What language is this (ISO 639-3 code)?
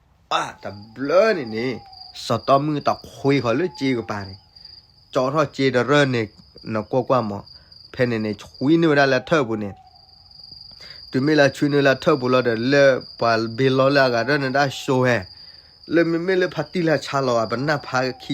ksw